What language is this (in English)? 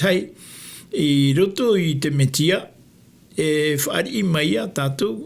Tahitian